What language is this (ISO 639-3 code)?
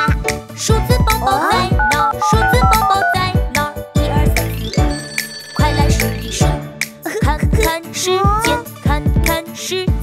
zho